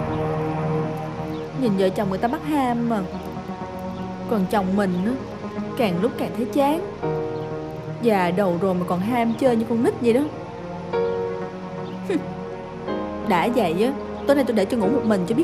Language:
Vietnamese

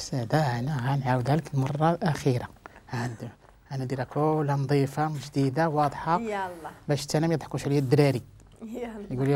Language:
Moroccan Arabic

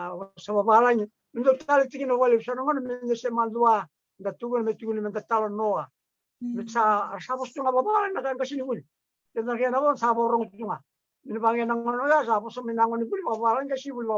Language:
Fijian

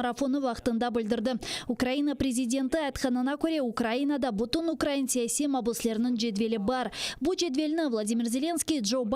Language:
Crimean Tatar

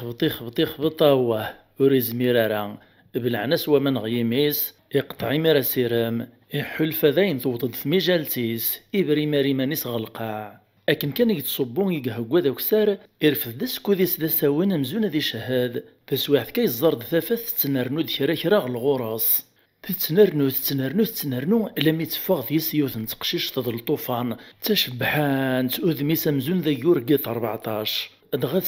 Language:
Kabyle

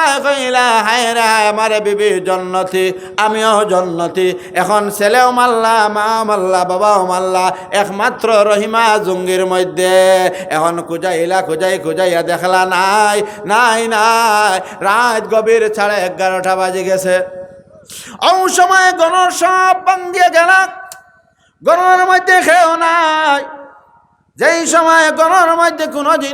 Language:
Sylheti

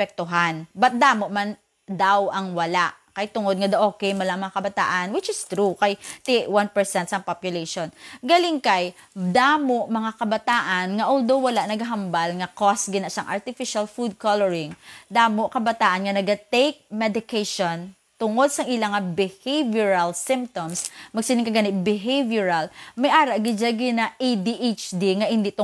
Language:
Hiligaynon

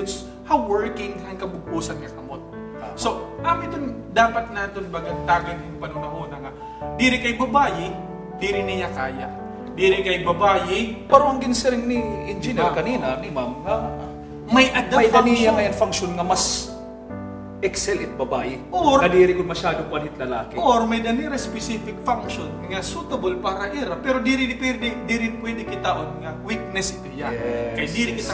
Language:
Waray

